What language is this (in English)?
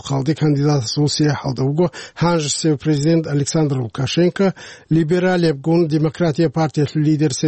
Avaric